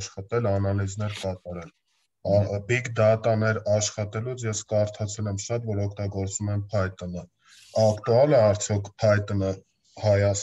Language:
Armenian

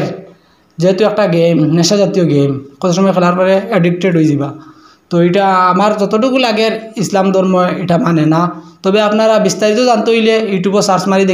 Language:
Sylheti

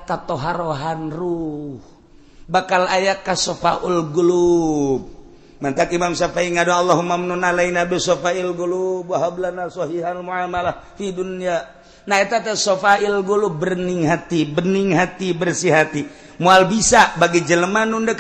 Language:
Sundanese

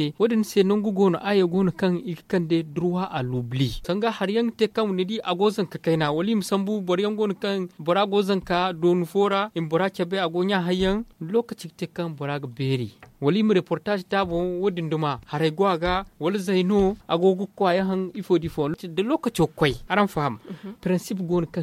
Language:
Zarma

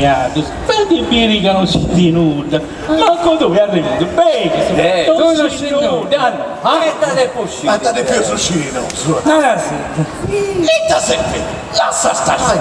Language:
Sardinian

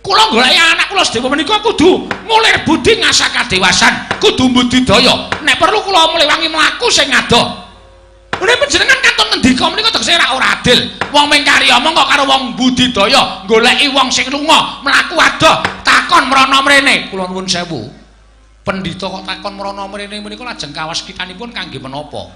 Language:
Javanese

